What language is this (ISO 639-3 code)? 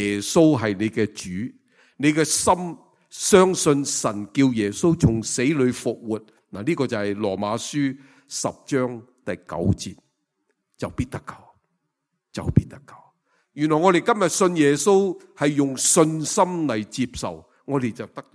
yue